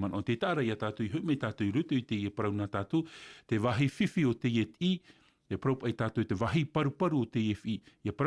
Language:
Tahitian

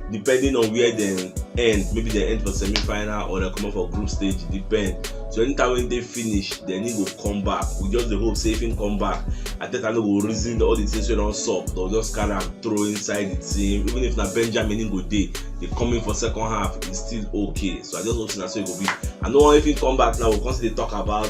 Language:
Nigerian Pidgin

